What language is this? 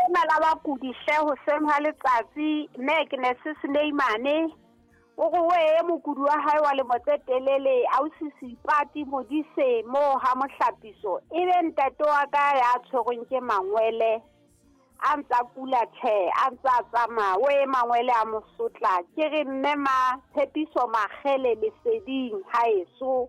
Southern Sotho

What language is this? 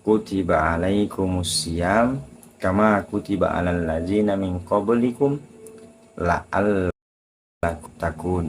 Buginese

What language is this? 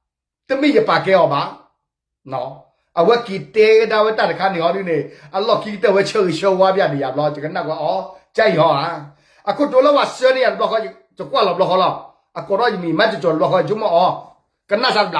S'gaw Karen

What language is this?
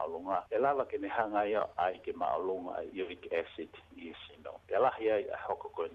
Tongan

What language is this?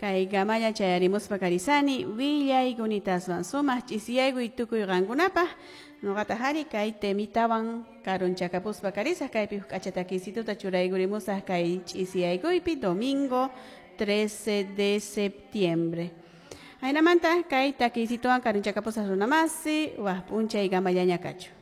Quechua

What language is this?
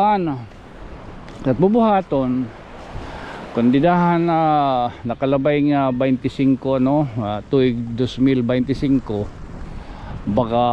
Waray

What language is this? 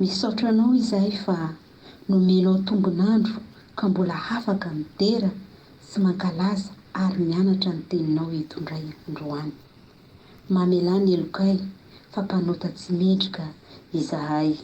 Malagasy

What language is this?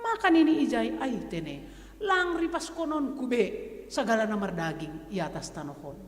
Batak Simalungun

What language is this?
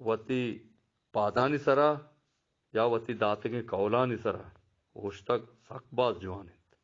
Eastern Balochi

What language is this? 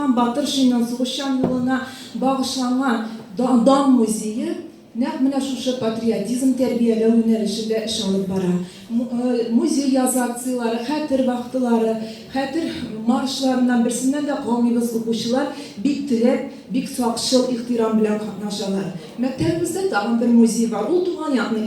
Tatar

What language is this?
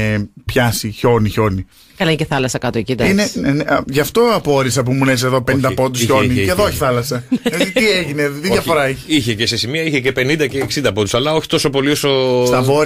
Greek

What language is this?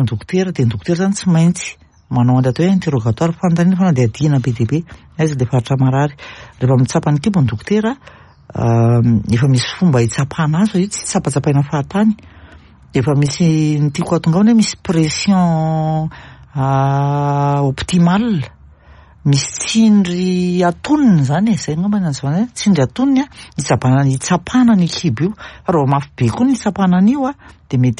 Malagasy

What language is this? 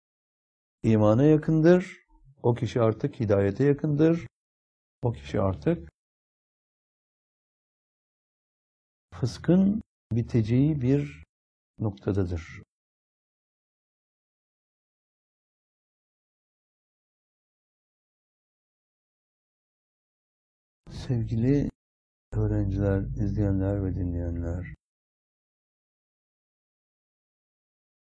Turkish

